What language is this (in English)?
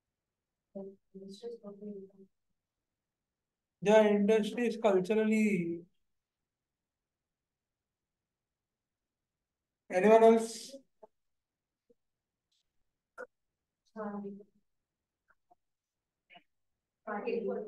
Hindi